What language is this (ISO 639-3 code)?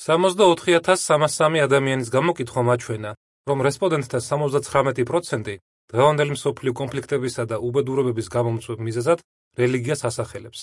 kat